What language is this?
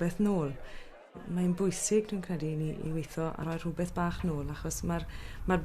Welsh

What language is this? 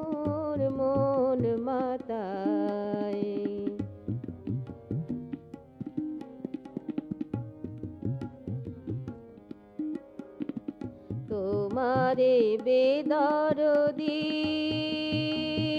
Bangla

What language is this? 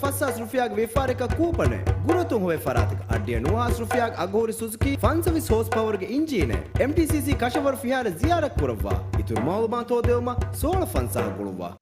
Divehi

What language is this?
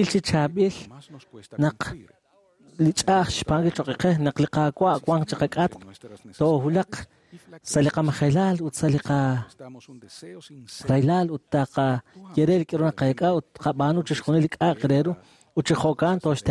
Kekchí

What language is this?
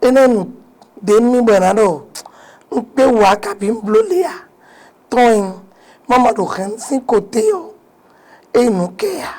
Fon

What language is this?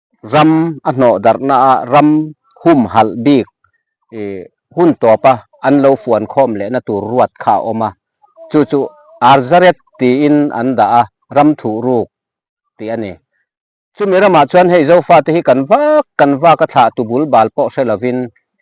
Mizo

